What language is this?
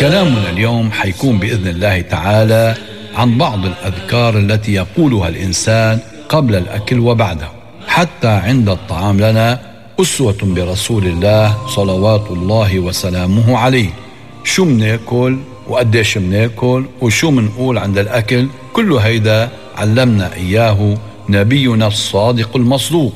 North Levantine Arabic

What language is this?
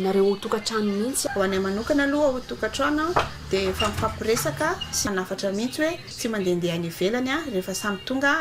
Malagasy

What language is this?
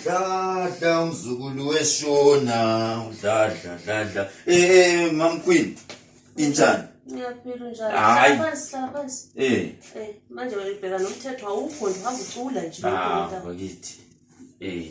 Zulu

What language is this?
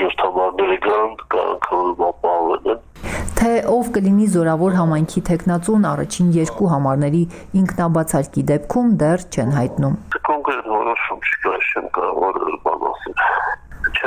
Armenian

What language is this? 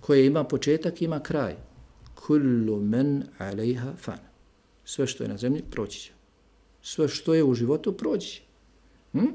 Bosnian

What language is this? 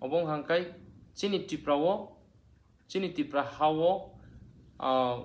Kok Borok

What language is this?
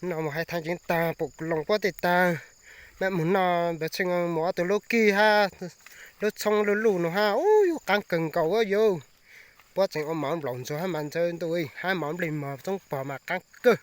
Hmong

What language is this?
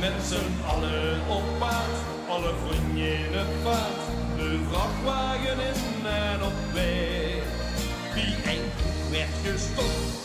Limburgish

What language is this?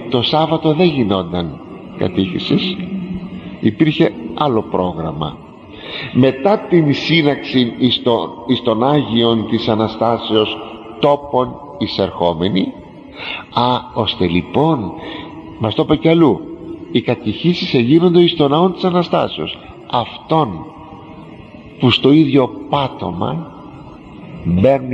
Greek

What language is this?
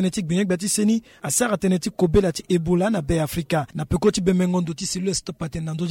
Sango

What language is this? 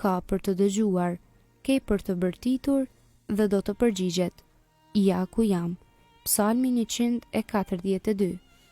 Albanian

